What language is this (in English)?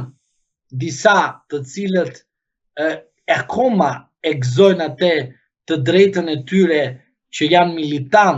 Albanian